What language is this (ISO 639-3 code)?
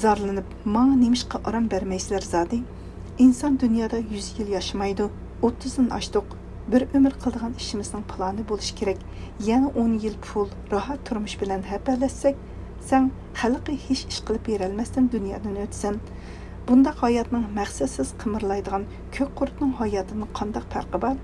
uig